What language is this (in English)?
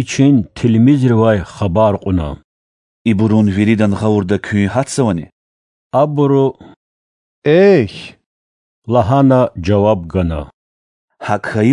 Lezghian